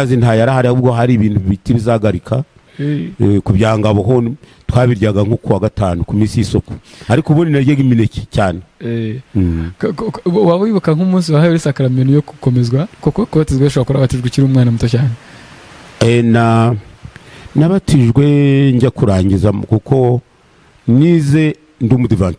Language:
Kinyarwanda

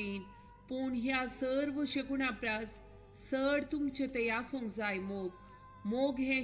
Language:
Konkani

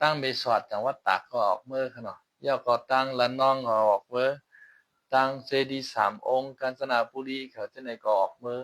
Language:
Shan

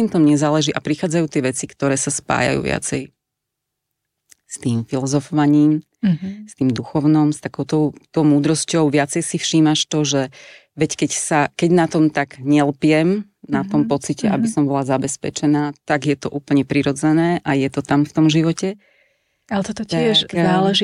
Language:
Slovak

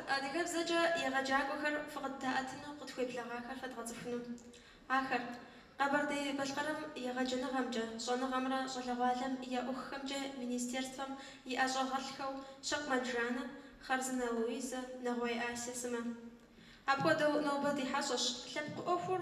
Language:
Kabardian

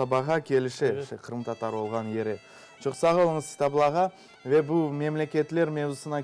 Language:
Crimean Tatar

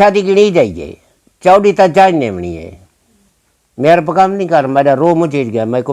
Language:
Saraiki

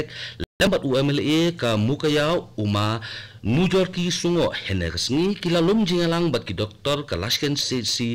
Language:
Khasi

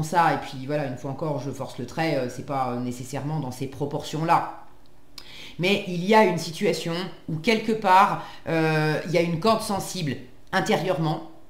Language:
French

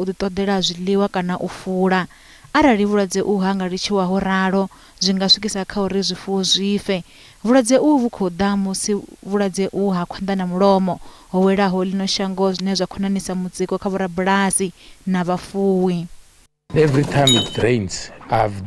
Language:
Venda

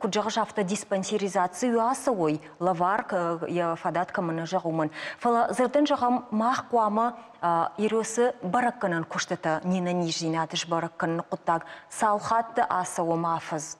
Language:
Ossetic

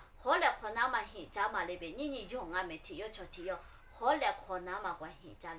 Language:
Lisu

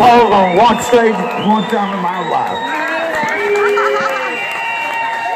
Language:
English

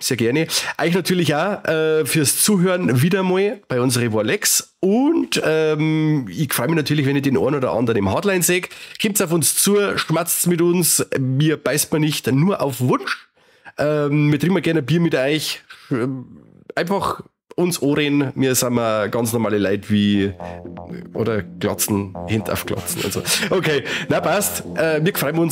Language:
Bavarian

